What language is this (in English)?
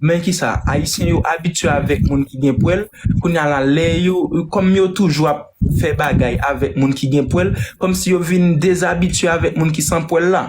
Haitian Creole